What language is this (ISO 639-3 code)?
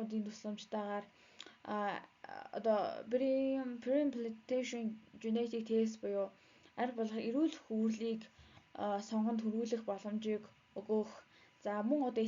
mon